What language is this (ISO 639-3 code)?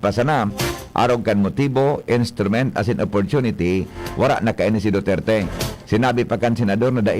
bik